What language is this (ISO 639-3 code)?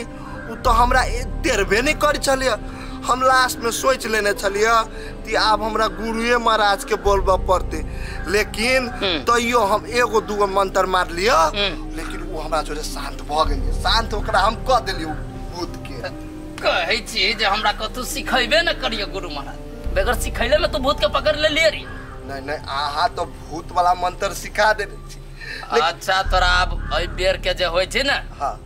mai